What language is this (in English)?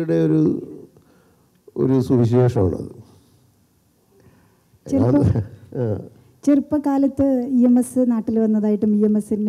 Malayalam